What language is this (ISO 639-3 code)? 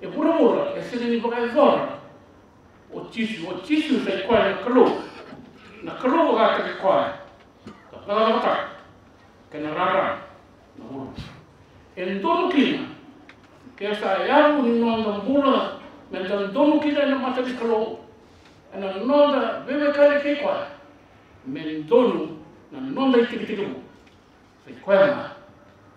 fij